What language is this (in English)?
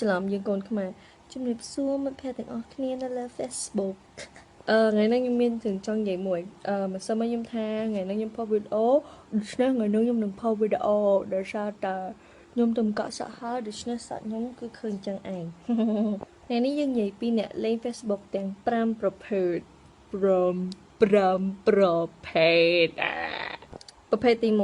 Khmer